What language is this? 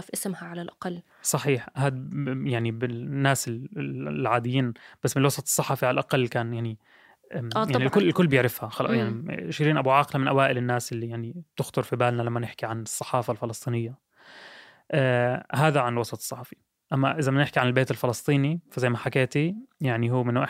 North Levantine Arabic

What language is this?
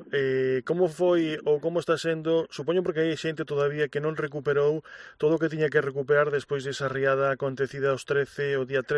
Galician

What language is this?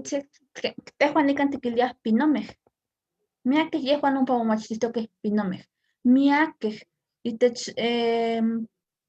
Eastern Huasteca Nahuatl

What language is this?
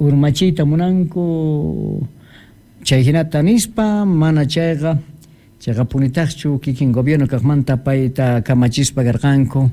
Quechua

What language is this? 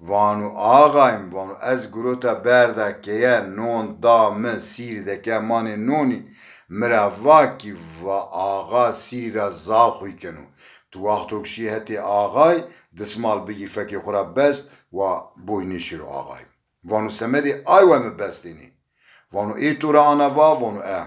Zaza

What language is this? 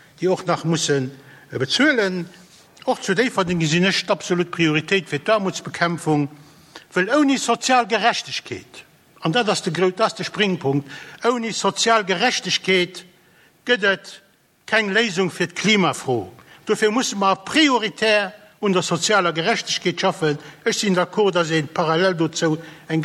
Luxembourgish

